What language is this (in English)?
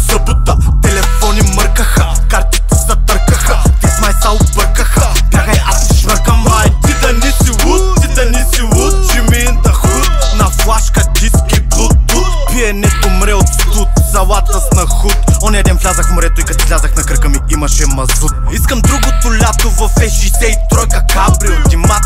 Bulgarian